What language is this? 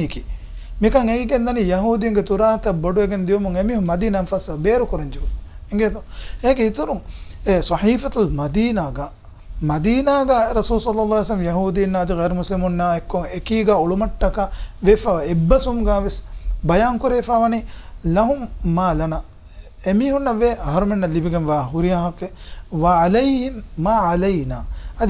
Divehi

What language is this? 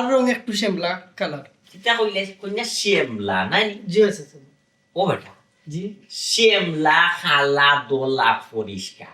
Sylheti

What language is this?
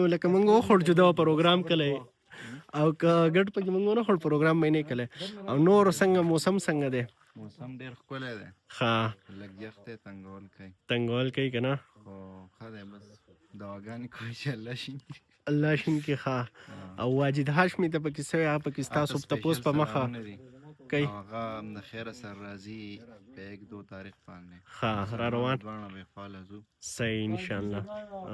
Pashto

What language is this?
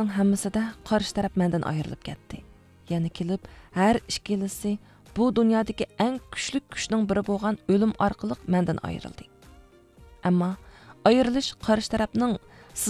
Uyghur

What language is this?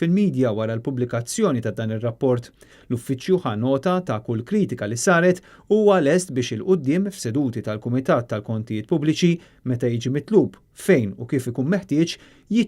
Maltese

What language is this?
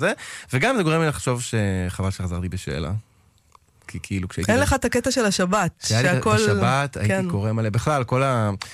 Hebrew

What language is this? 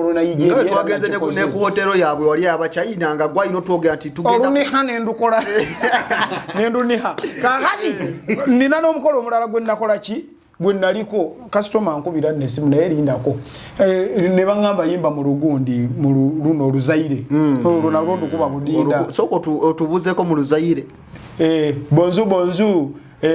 Ganda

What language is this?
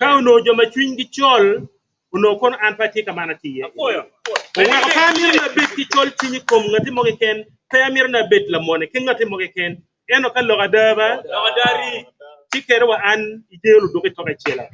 Acoli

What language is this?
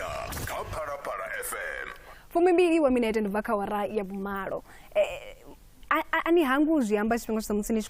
Venda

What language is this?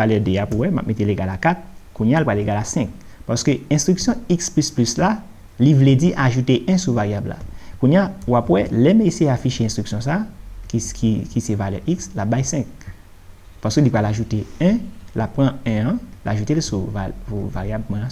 Haitian Creole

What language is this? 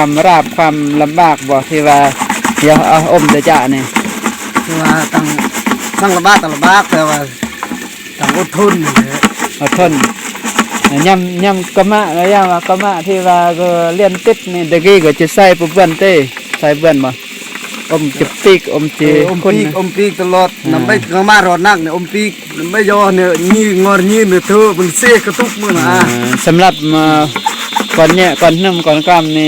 Lao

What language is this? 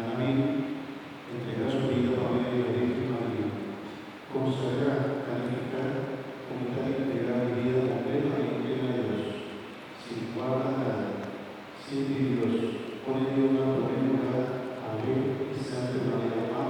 Papiamento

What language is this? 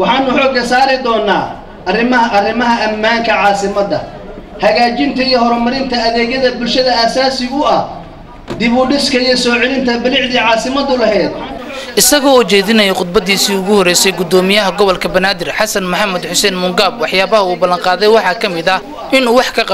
Somali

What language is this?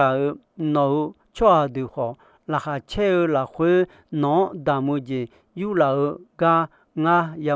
Akha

